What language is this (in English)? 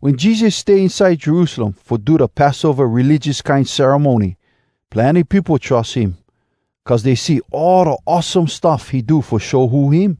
Hawai'i Creole English